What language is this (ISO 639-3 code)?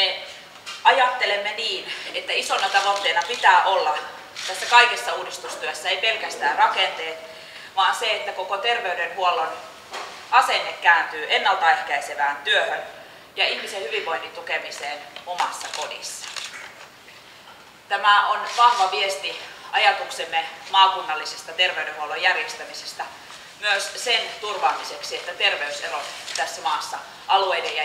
fin